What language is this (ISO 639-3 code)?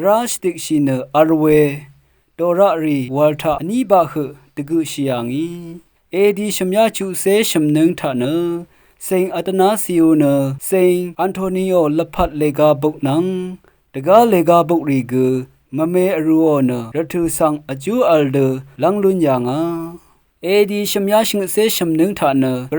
raw